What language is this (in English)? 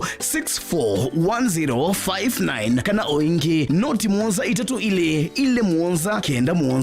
Kamba